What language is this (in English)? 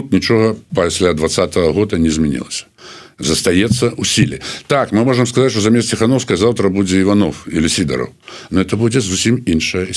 Belarusian